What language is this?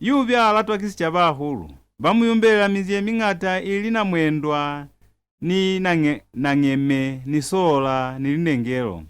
Lozi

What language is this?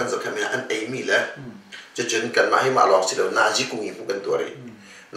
Hakha Chin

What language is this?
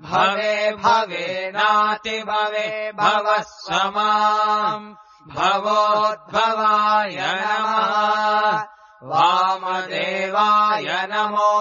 Sanskrit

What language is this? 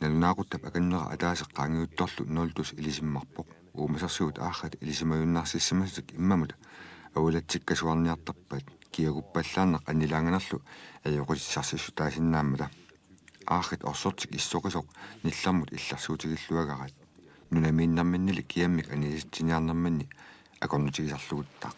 Kalaallisut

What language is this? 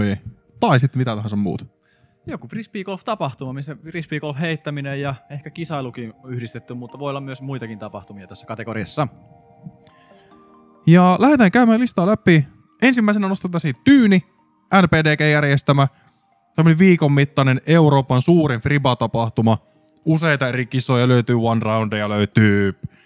Finnish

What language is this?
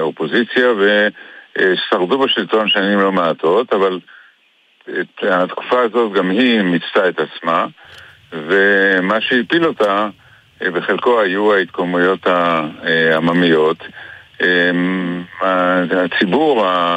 Hebrew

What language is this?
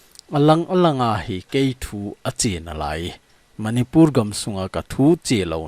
Thado Chin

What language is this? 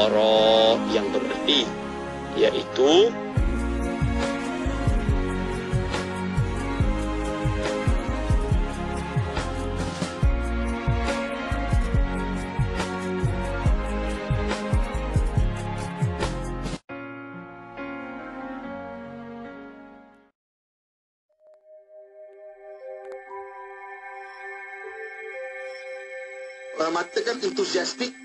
Malay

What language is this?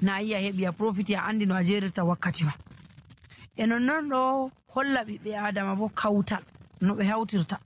Nigerian Fulfulde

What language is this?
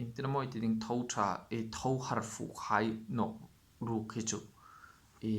Hmar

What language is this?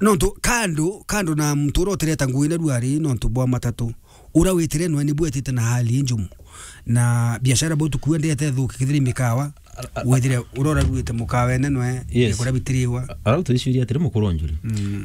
Meru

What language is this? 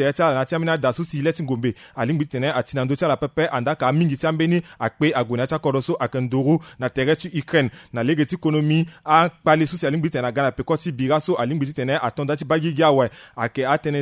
Sango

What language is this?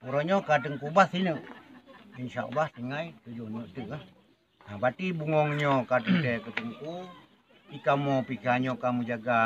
Achinese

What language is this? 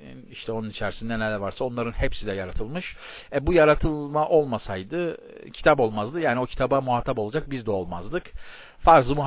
Turkish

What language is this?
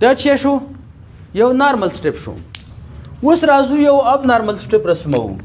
Pashto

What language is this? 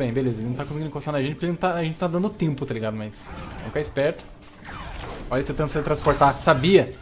Portuguese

